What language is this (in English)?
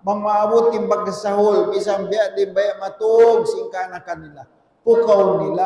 Tausug